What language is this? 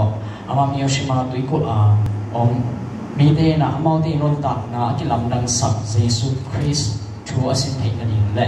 Tedim Chin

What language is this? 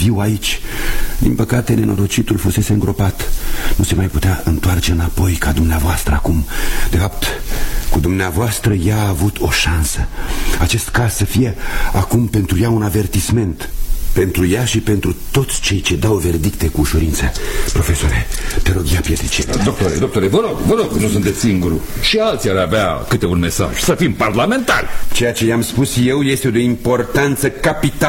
Romanian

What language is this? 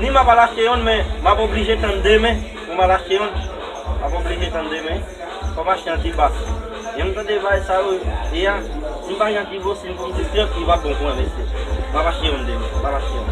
Haitian Creole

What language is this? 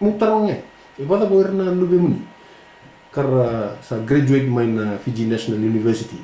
Fijian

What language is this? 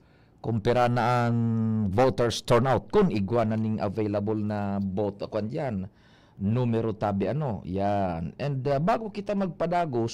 Bikol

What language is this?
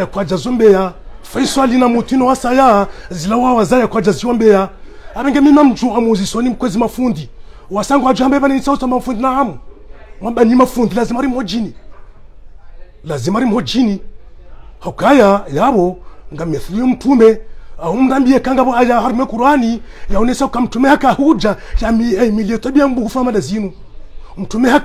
Swahili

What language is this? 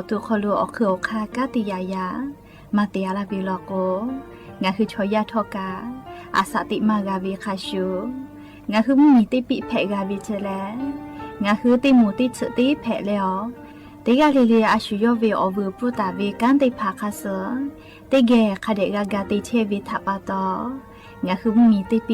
Lahu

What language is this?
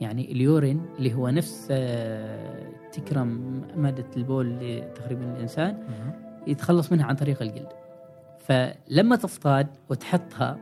Gulf Arabic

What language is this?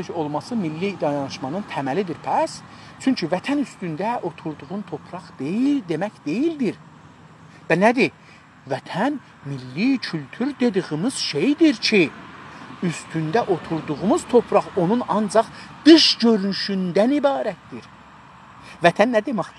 South Azerbaijani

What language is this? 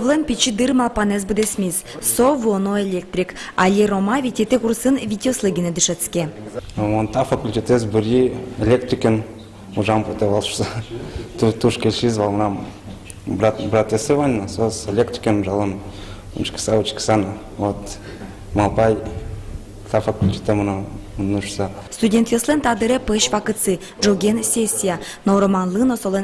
Udmurt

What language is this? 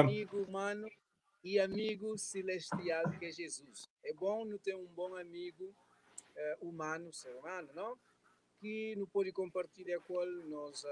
Kabuverdianu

